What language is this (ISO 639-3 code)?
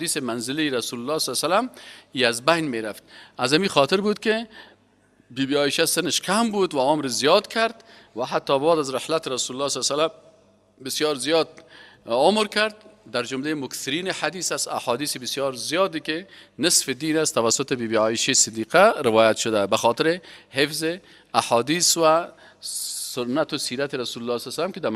fas